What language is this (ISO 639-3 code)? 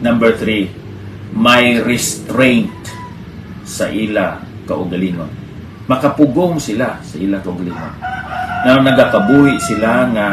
hil